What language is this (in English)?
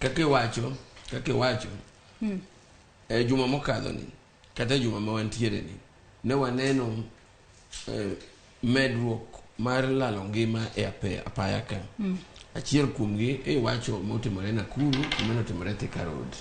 Luo (Kenya and Tanzania)